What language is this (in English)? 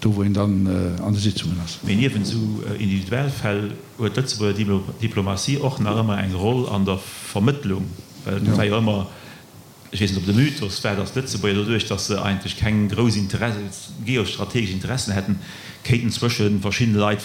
Luxembourgish